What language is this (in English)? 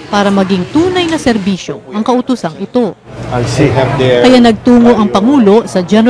Filipino